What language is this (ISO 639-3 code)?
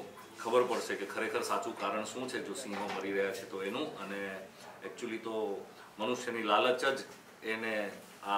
guj